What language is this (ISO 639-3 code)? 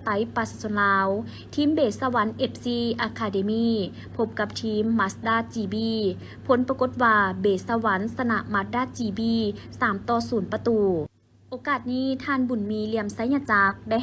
lao